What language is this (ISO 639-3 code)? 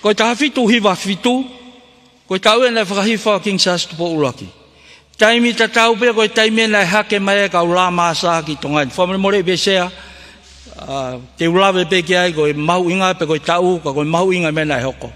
ton